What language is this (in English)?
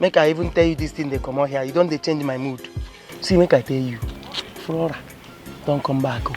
Nigerian Pidgin